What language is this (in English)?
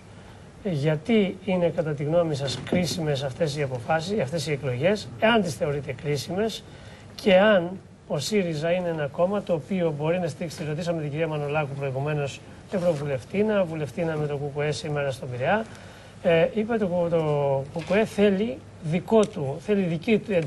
Greek